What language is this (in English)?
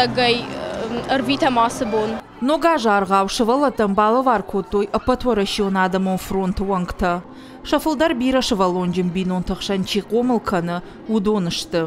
Ossetic